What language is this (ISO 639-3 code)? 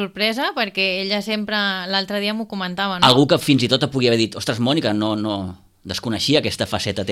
cat